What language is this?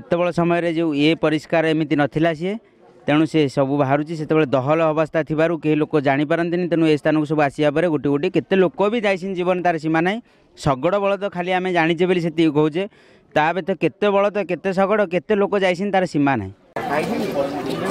Odia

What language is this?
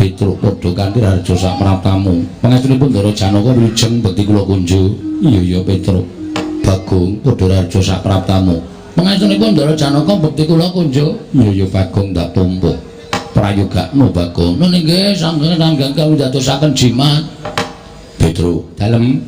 Javanese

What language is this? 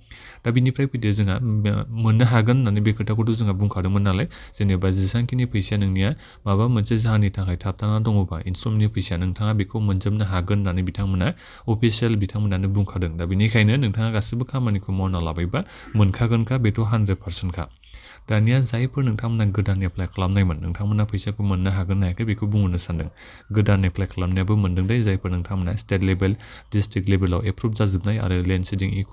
Bodo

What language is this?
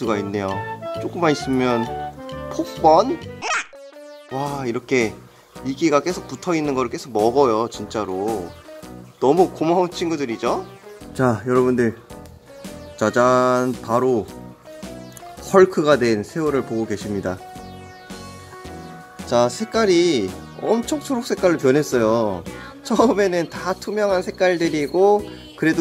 Korean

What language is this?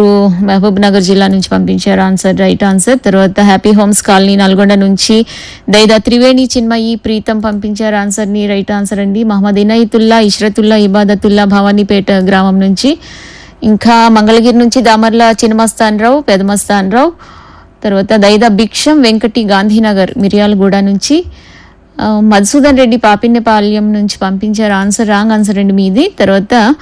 Telugu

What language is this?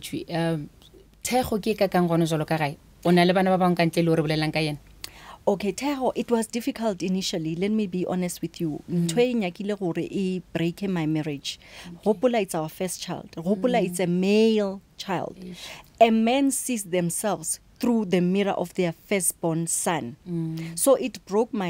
Northern Sotho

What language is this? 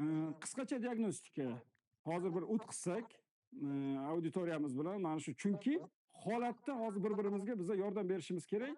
Uzbek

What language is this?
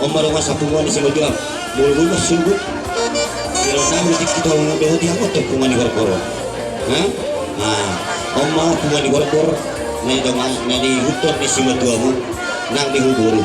Batak Toba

